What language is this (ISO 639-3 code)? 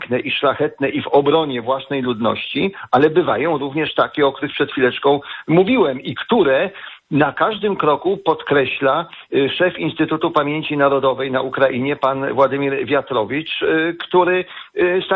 pol